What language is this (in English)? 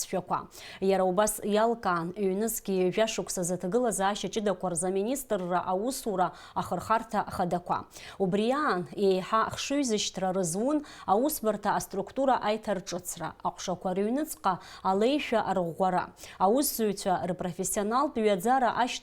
Abkhazian